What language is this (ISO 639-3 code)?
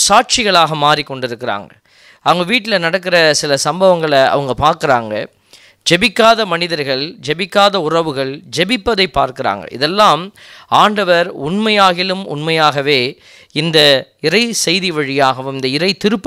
tam